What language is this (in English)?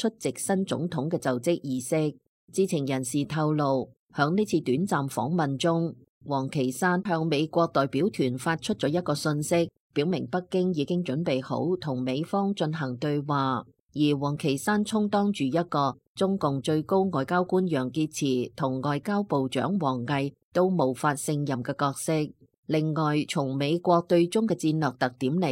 Cantonese